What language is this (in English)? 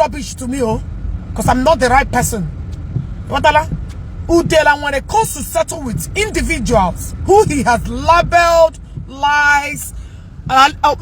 Igbo